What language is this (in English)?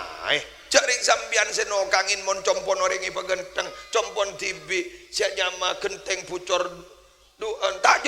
Madurese